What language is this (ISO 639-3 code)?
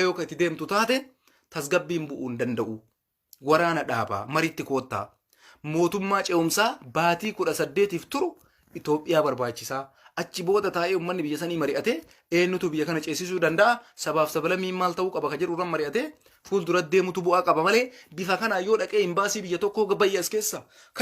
orm